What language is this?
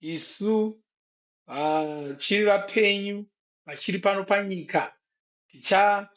Shona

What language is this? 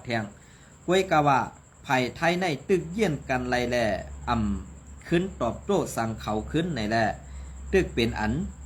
Shan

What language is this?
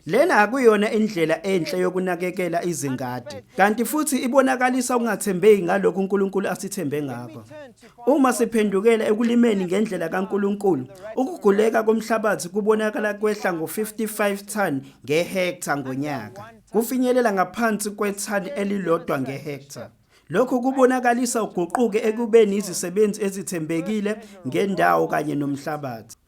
Zulu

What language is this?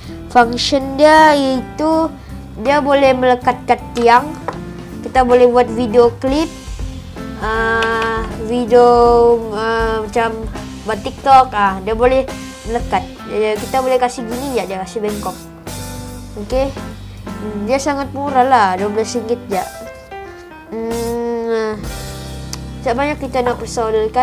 Malay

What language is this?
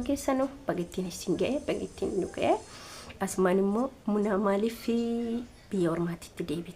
Oromo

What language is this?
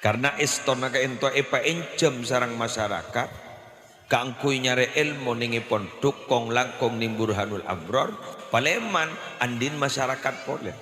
Madurese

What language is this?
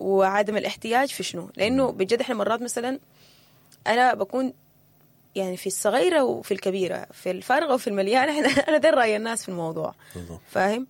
Sudanese Arabic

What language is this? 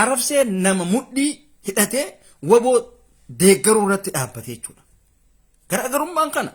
Oromo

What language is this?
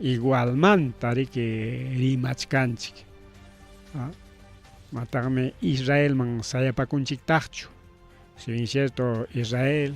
Ayacucho Quechua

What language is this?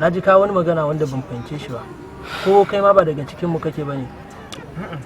Hausa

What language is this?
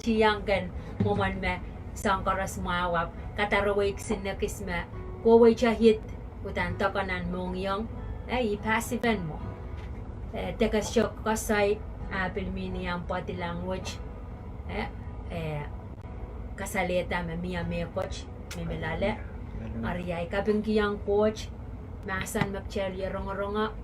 Pohnpeian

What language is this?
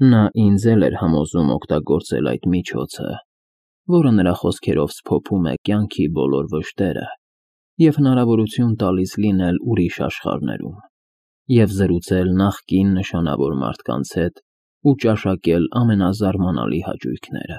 Armenian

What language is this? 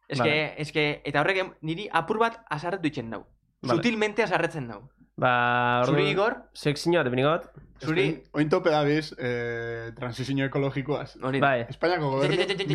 Basque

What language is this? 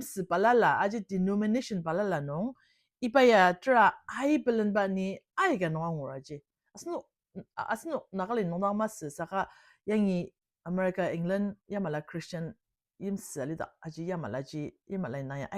Ao Naga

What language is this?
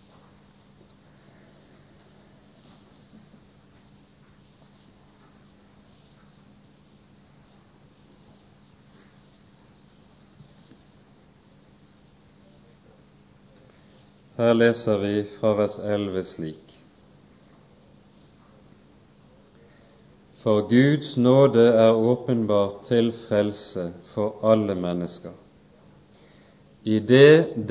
Norwegian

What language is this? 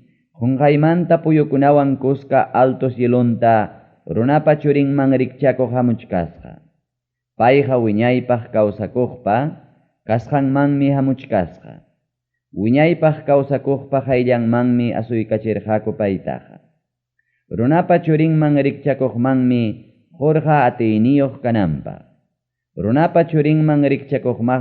Ayacucho Quechua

